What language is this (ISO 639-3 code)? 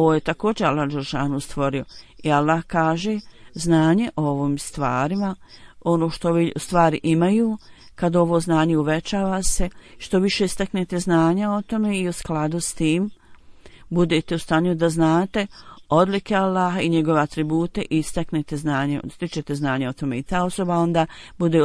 bos